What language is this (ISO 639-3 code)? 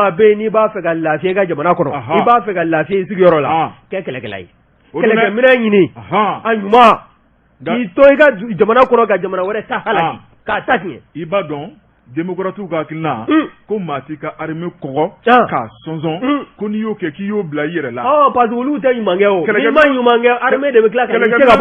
bam